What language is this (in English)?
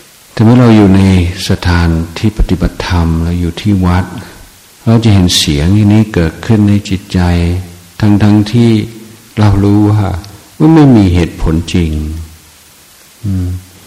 Thai